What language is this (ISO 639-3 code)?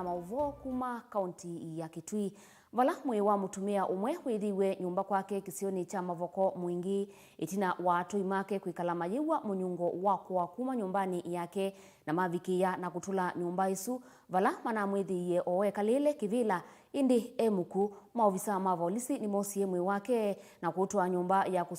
kam